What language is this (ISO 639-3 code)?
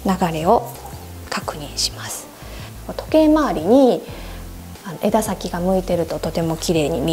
jpn